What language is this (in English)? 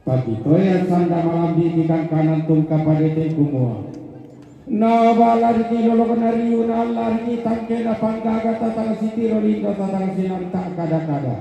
Toraja-Sa'dan